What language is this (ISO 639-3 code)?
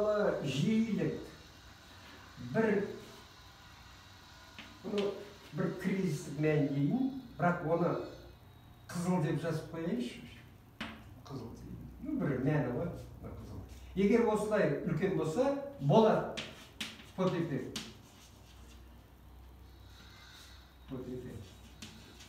kaz